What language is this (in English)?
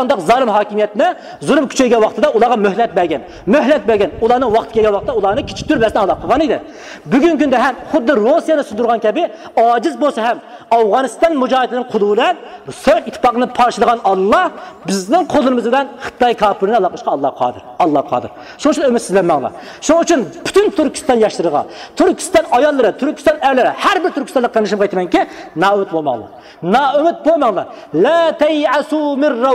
Uyghur